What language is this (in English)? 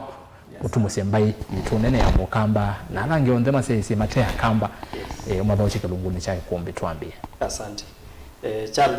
Kamba